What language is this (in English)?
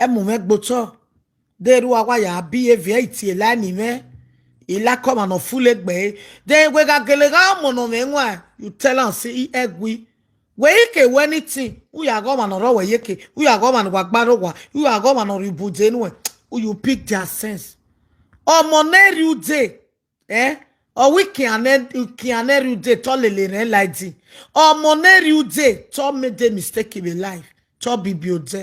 Nigerian Pidgin